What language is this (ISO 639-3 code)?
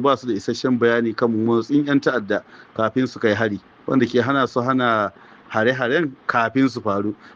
hau